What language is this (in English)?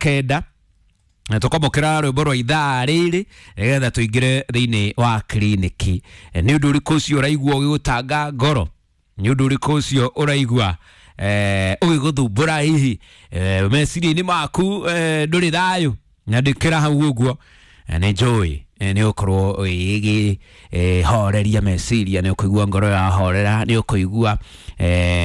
Kikuyu